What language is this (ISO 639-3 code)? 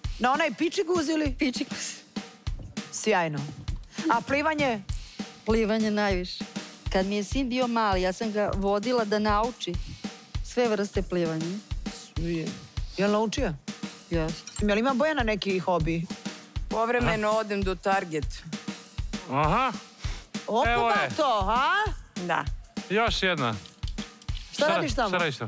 srp